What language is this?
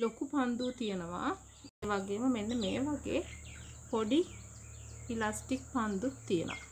Sinhala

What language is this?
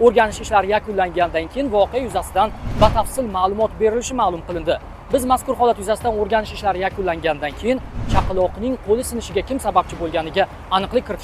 Uzbek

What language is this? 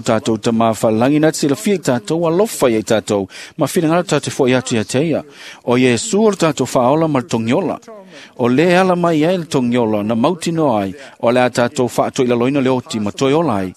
Samoan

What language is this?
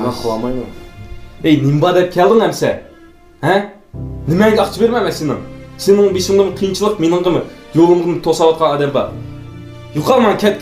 Uyghur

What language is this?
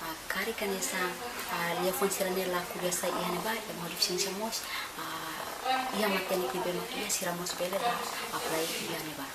Tetum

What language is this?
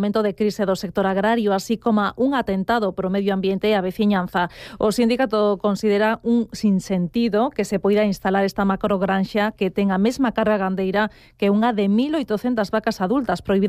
Galician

